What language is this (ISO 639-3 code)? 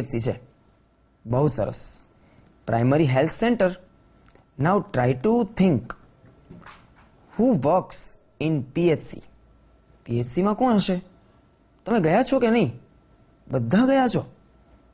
guj